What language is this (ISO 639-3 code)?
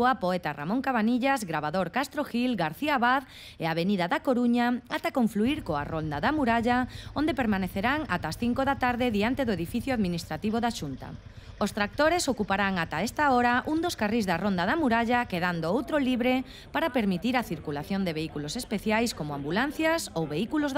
glg